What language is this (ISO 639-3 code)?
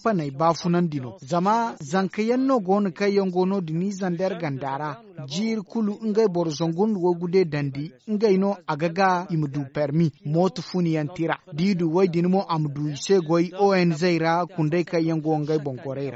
dje